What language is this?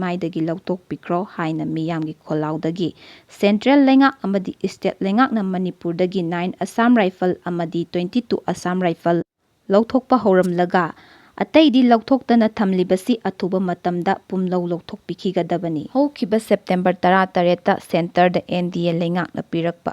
Manipuri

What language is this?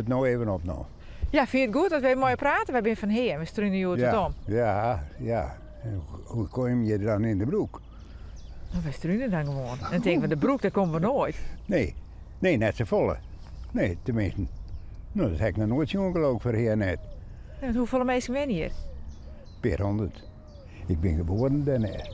Western Frisian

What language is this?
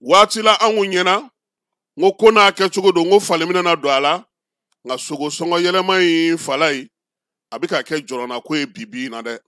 Bambara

